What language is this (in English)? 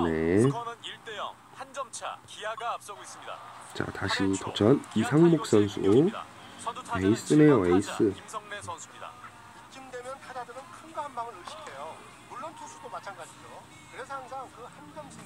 Korean